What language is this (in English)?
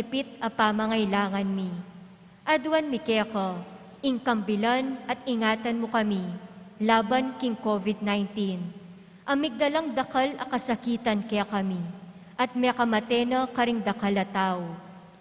Pampanga